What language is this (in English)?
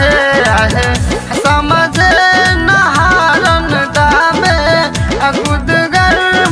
Bhojpuri